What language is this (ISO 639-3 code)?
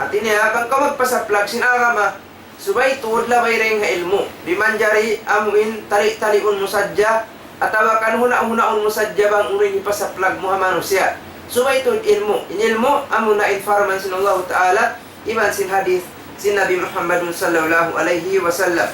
tsg